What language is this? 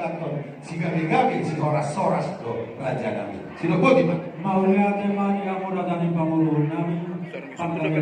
Batak Toba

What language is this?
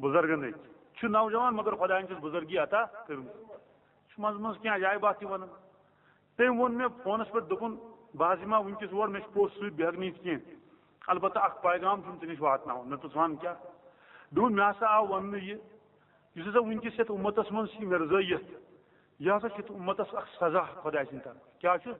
Kashmiri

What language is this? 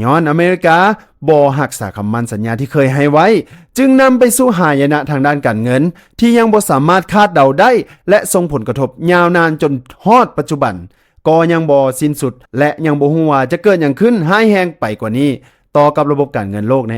Lao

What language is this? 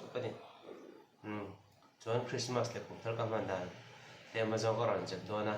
Mizo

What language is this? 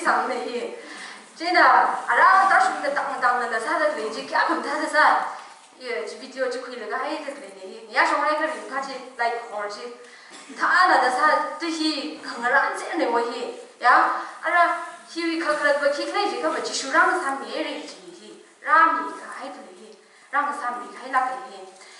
Tangkhul Naga (India)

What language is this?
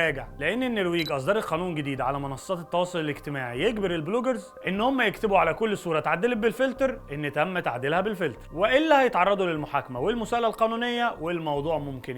Egyptian Arabic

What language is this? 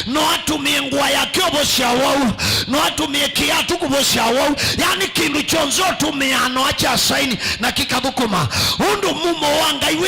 Kamba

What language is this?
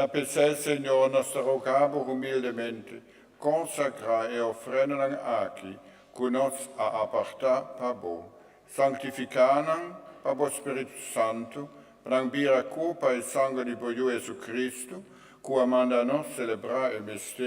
Papiamento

